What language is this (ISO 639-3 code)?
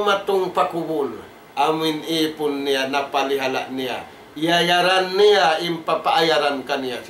tsg